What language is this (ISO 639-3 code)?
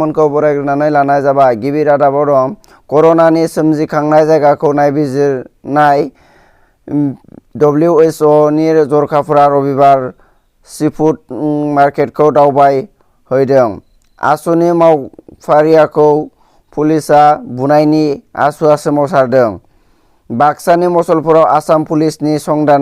brx